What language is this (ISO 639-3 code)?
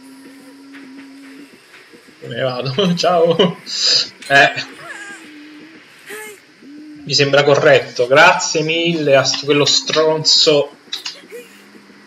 ita